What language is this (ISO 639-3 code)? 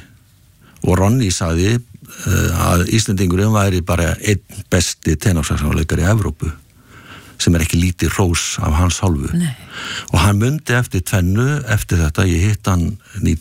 isl